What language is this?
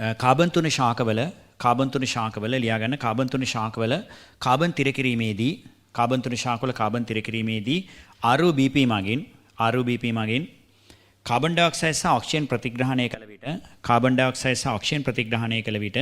Sinhala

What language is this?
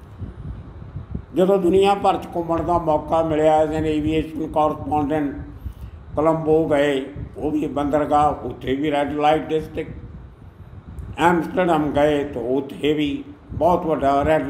Punjabi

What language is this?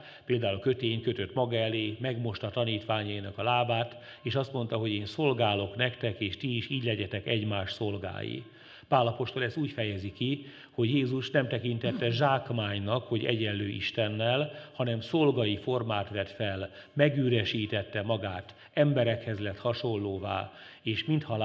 Hungarian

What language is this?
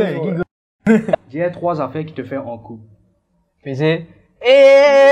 Morisyen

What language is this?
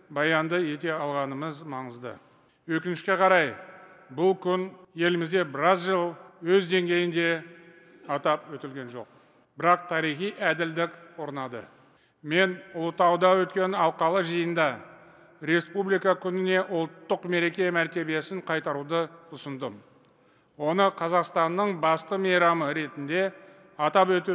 Kazakh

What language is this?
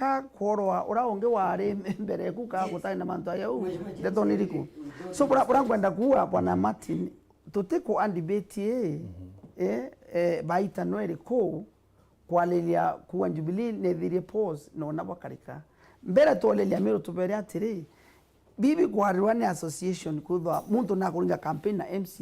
Meru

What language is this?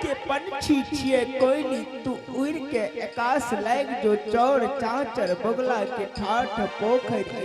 Angika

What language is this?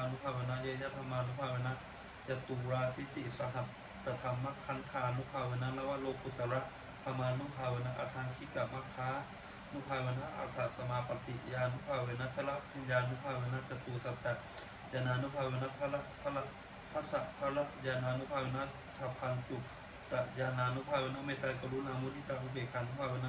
Pali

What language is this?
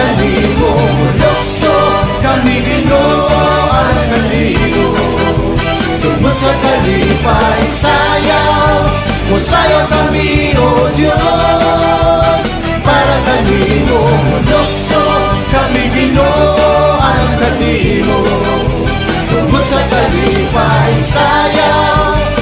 Cebuano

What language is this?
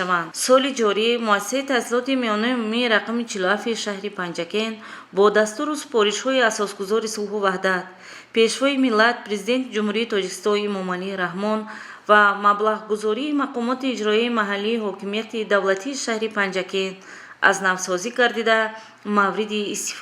Tajik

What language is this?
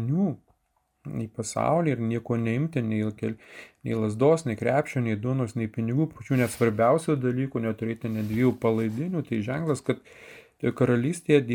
Lithuanian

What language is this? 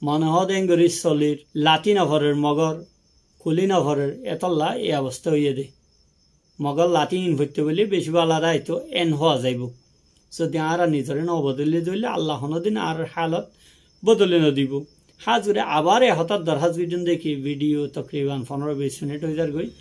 Rohingya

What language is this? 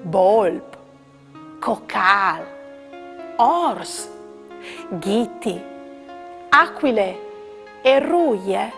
Friulian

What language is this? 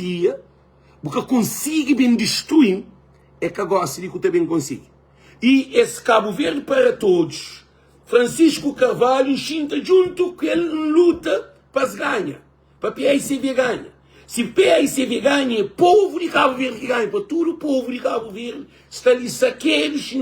Kabuverdianu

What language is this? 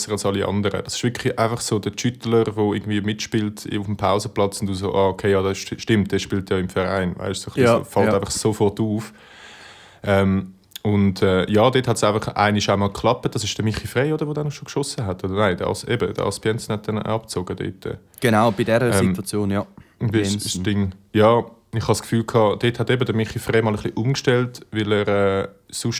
Swiss German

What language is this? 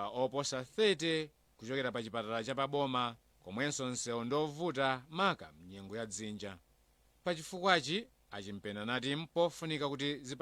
Nyanja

